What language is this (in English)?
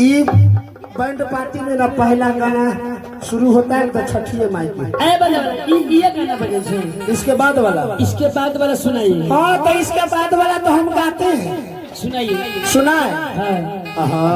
Maithili